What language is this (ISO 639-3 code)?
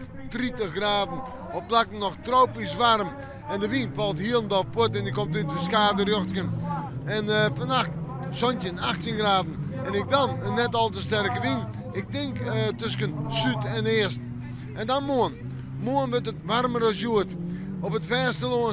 fry